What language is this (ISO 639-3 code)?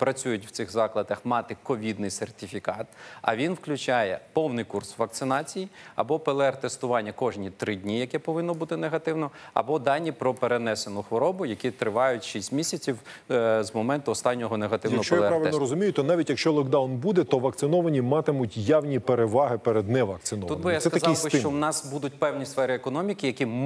ukr